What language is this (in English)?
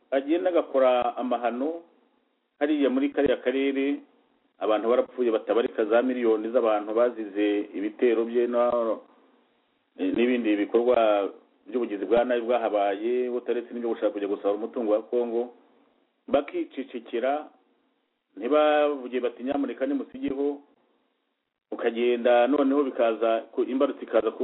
Kinyarwanda